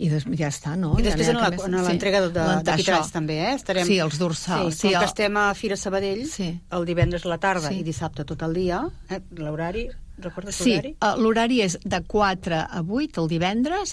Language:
Catalan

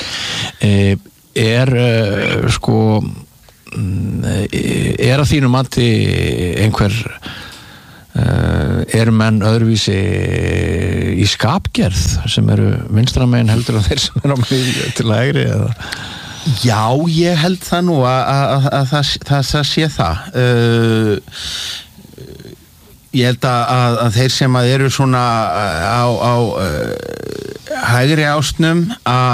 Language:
Icelandic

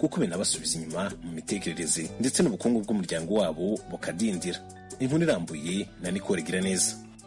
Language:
Kinyarwanda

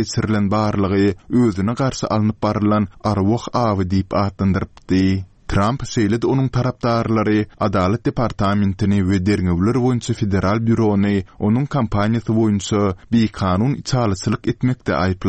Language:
Turkmen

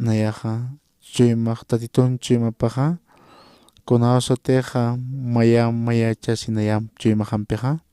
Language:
Aymara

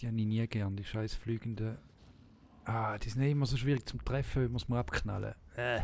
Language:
Swiss German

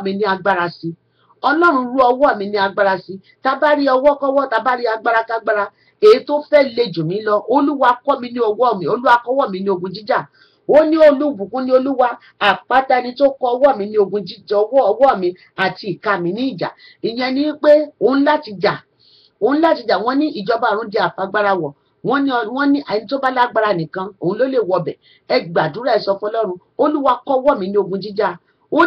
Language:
Yoruba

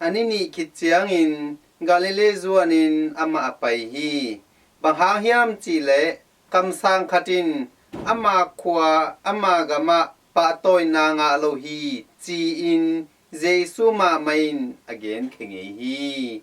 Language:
Tedim Chin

